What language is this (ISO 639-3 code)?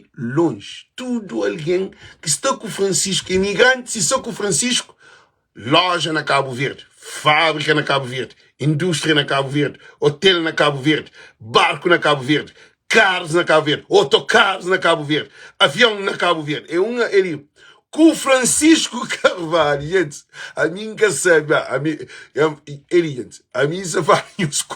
kea